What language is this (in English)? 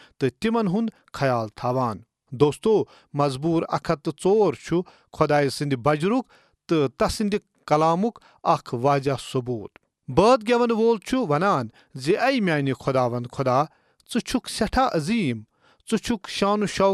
Kashmiri